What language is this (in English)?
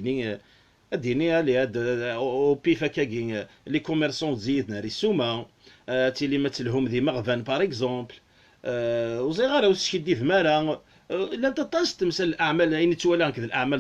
Kabyle